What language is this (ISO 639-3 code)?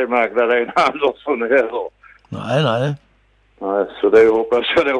swe